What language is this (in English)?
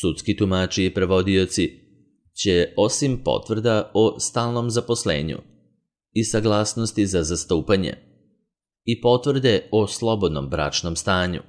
Serbian